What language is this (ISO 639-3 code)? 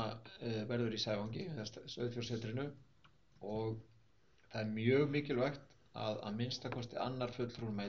isl